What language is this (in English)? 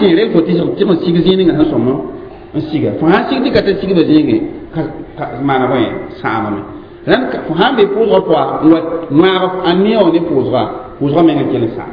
Mossi